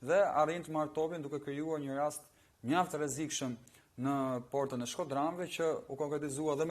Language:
Albanian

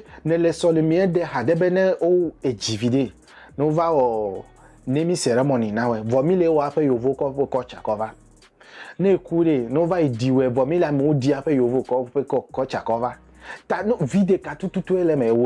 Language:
Ewe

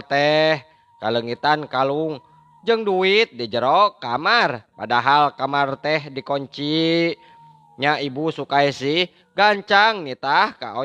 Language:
Sundanese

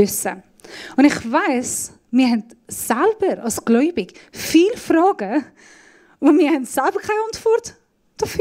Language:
Swiss German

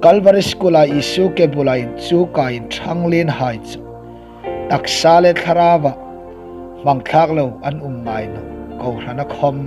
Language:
Hmar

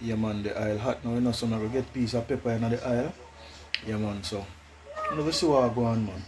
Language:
Jamaican Creole English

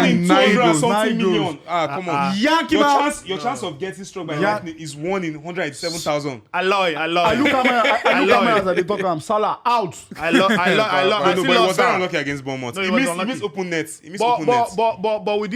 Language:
Nigerian Pidgin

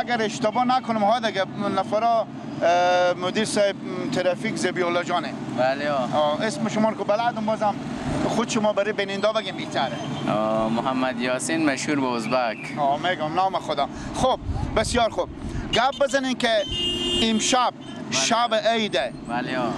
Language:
Persian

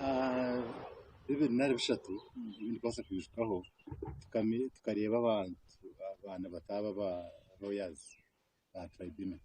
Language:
Nyankole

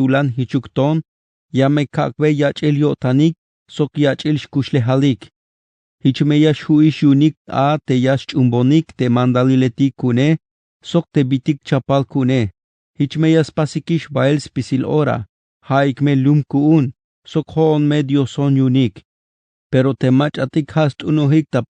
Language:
Tzeltal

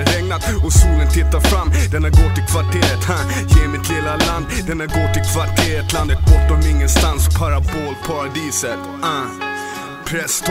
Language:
Swedish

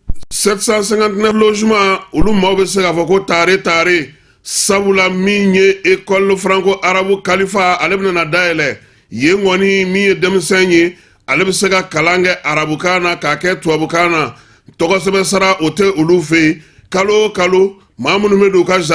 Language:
Bambara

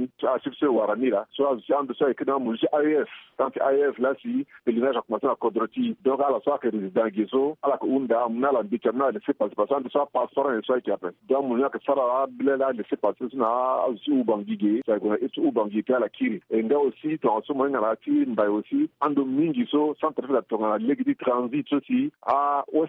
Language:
Sango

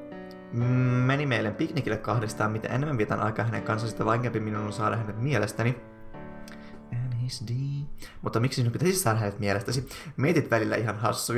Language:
Finnish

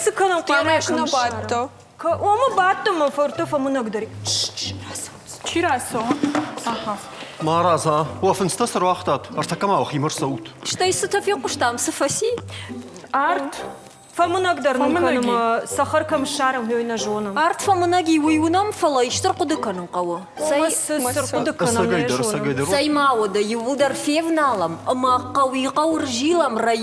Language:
Ossetic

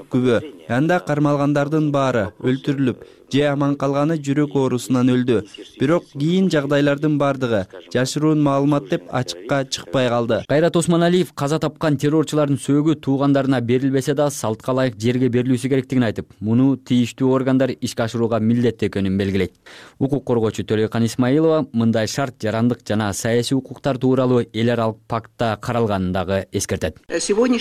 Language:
Kyrgyz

